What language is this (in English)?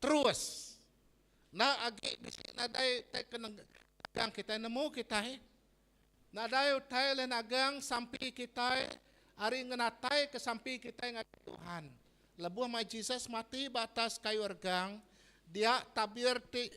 Iban